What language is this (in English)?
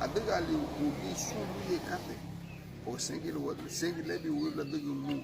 Garifuna